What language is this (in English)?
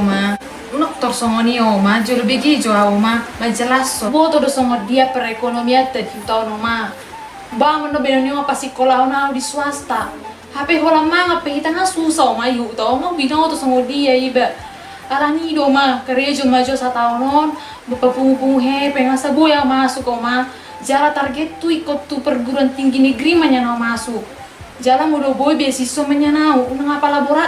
Batak Toba